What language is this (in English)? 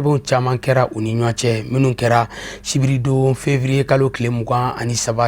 Bambara